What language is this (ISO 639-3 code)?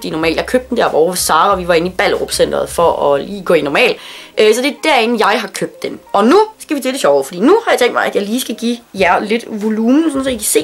dan